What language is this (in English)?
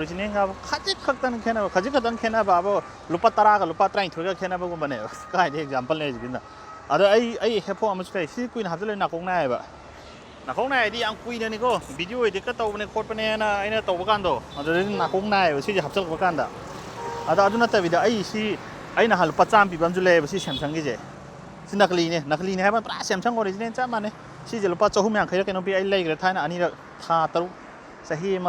Manipuri